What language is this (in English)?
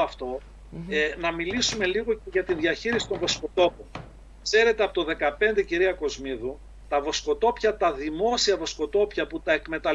Greek